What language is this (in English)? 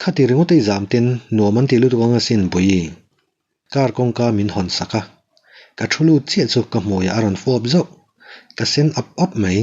Mizo